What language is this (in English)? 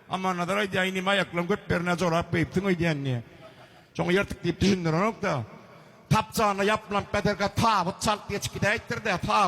Turkmen